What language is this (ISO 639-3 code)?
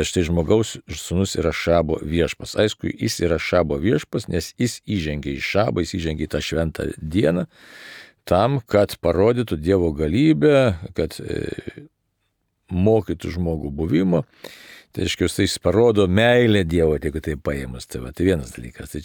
lit